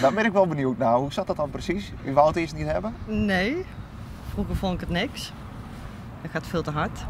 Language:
Western Frisian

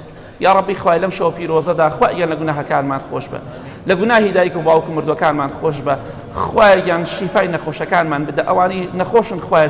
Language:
Central Kurdish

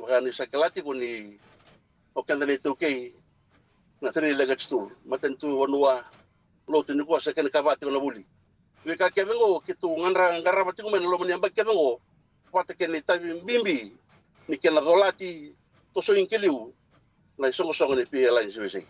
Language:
Fijian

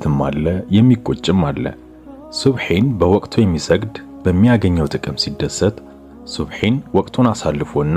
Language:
Amharic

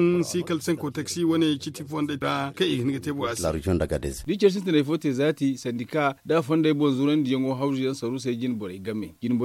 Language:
Zarma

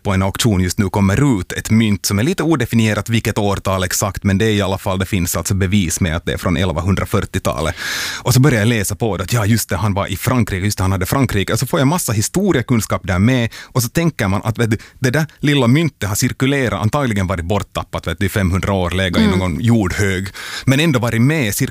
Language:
Swedish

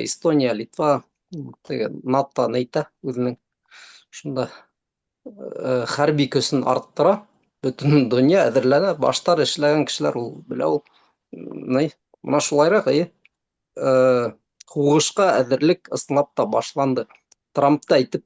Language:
Bashkir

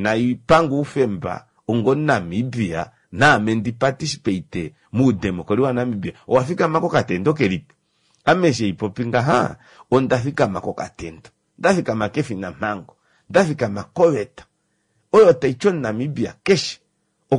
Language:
Kuanyama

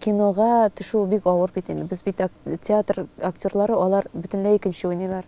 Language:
Tatar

